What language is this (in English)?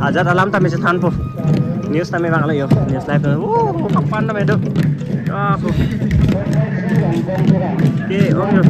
Karbi